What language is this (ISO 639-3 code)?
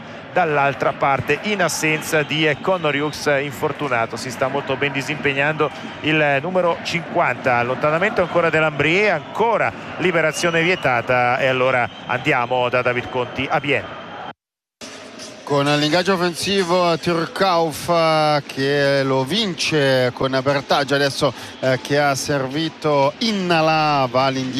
ita